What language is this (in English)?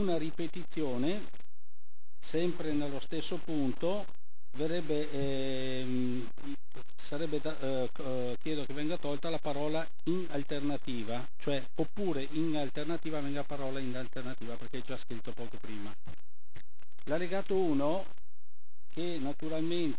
Italian